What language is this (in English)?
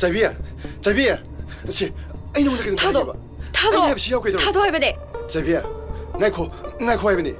Manipuri